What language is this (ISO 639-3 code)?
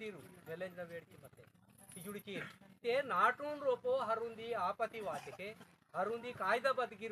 esg